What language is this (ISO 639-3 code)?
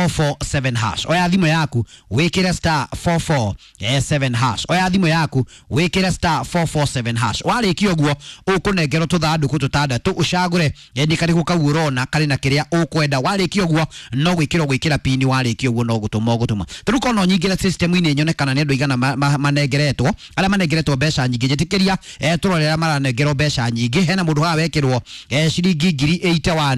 kik